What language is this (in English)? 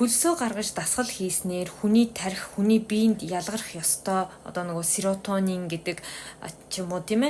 Mongolian